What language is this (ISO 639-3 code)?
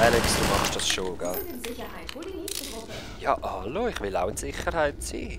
gsw